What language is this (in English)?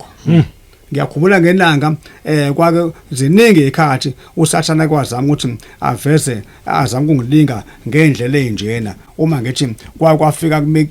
Zulu